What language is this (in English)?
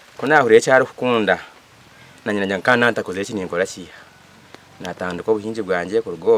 Nyankole